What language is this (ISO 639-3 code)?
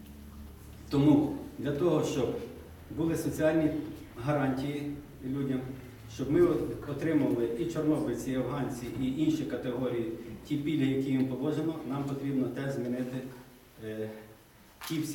ukr